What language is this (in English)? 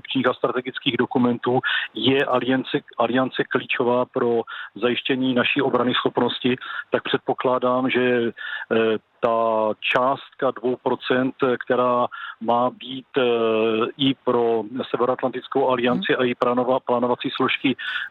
Czech